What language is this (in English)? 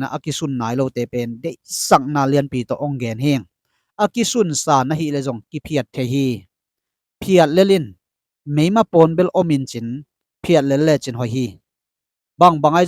Tedim Chin